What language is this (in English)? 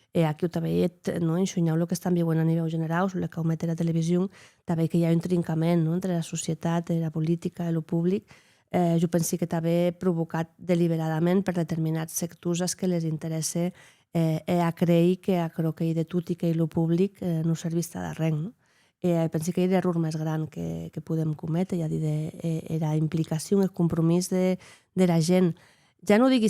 Occitan